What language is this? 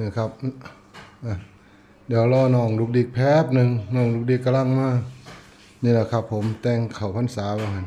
Northeastern Thai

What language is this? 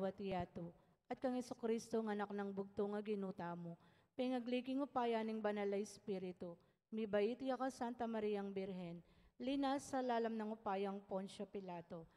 Pampanga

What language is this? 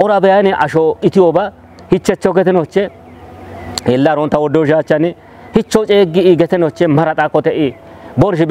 Kafa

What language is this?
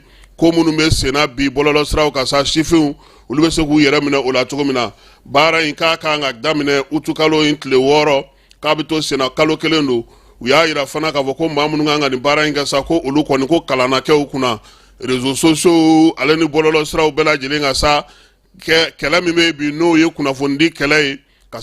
Bambara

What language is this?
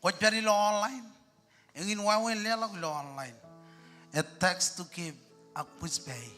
Marshallese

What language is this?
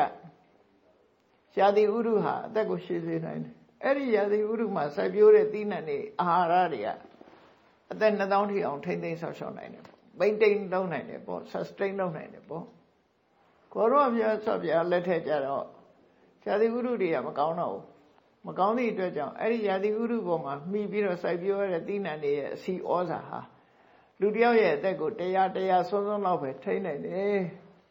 Burmese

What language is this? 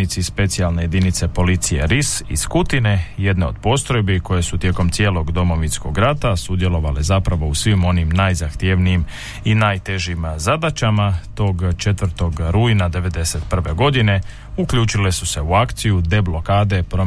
Croatian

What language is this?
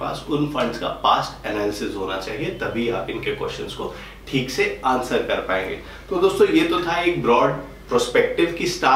Hindi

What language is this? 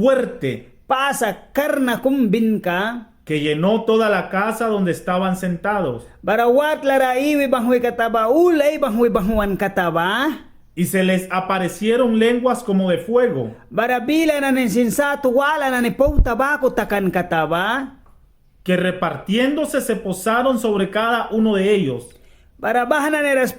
Mískito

